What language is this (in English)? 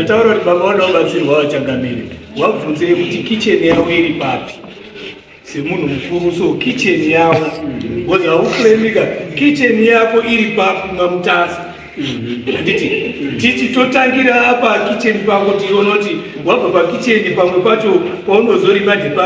Shona